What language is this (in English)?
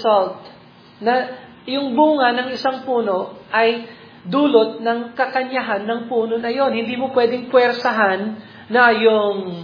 Filipino